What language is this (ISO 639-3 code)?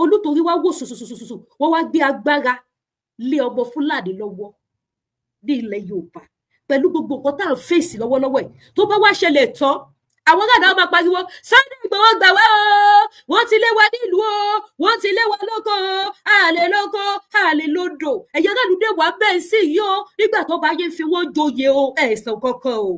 yor